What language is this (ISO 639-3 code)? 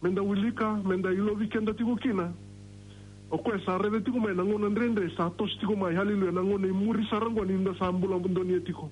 fij